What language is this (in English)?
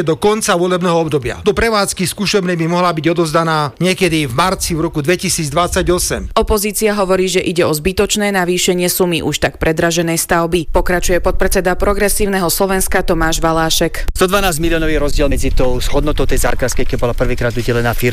Slovak